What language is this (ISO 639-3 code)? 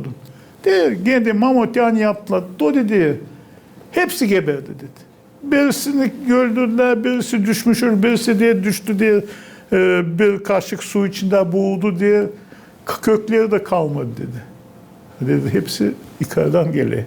gag